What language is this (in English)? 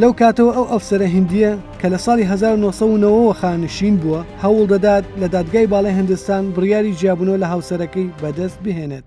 Central Kurdish